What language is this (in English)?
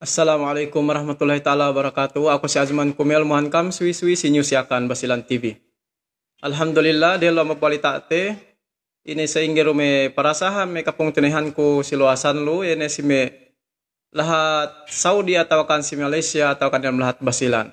Yakan